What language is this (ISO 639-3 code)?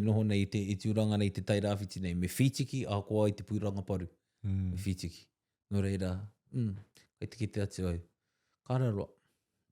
mri